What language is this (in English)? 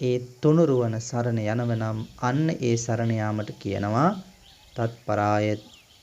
Sinhala